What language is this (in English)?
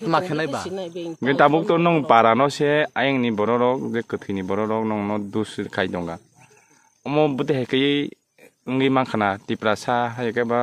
Kok Borok